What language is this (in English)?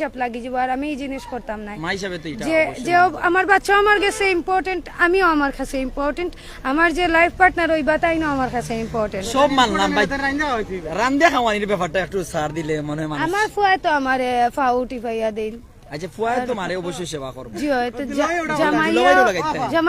Sylheti